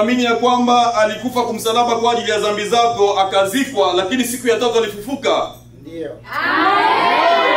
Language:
Swahili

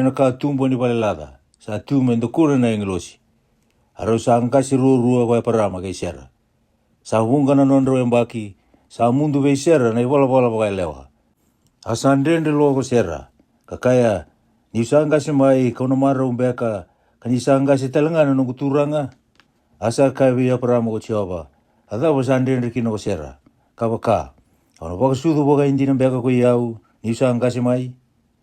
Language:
Fijian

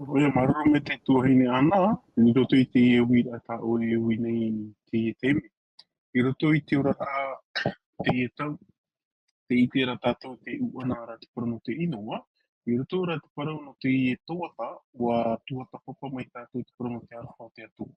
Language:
Tahitian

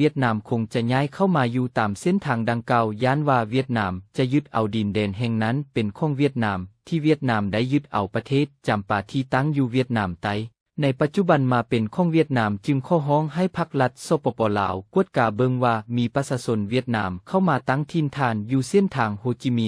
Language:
Lao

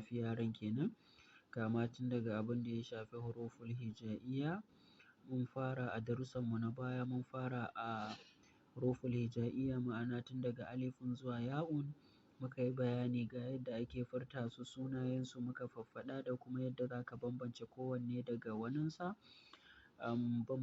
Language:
Hausa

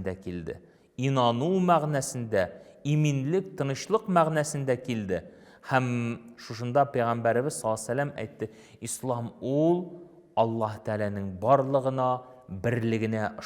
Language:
Tatar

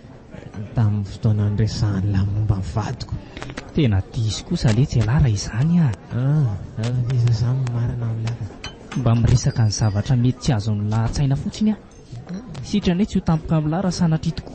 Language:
Malagasy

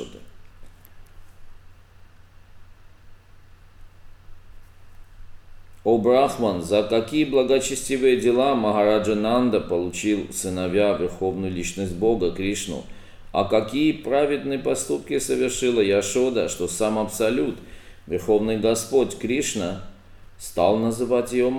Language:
Russian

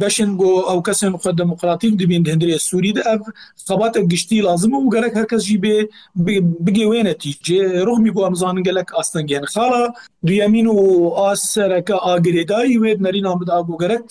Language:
Kurdish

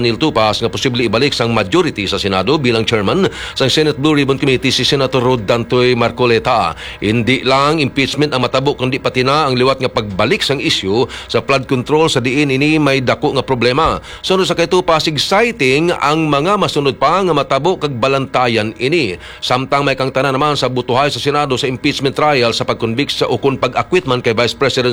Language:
Hiligaynon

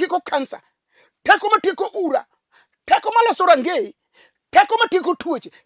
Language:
Luo (Kenya and Tanzania)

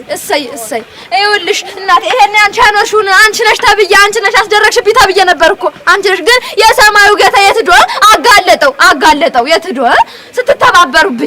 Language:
Amharic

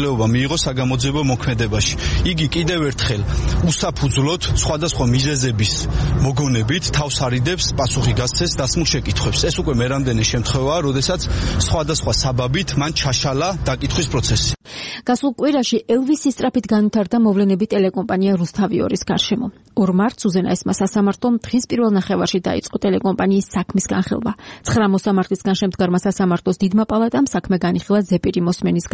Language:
Georgian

